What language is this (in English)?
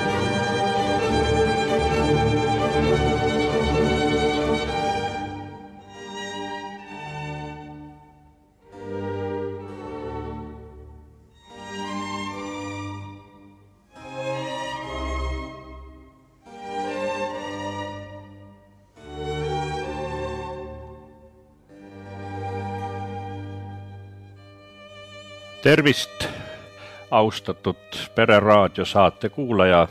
Estonian